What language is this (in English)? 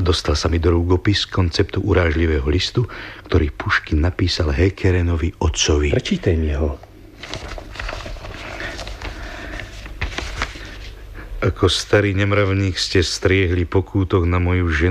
Slovak